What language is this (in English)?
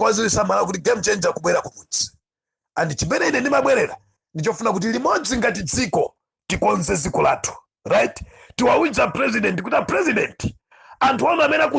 Nyanja